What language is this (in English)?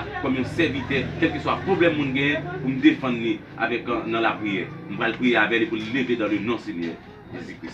Haitian Creole